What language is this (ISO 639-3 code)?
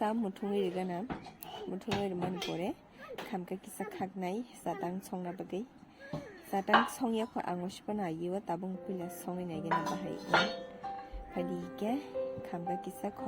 trp